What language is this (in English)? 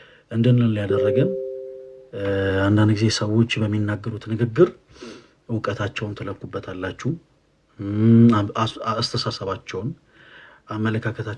Amharic